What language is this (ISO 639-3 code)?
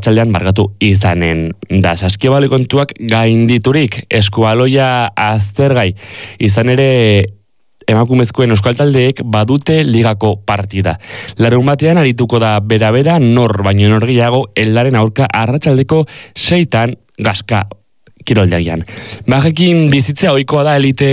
eus